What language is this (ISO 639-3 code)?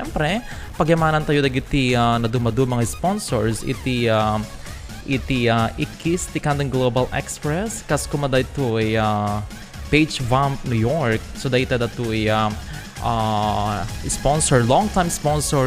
ilo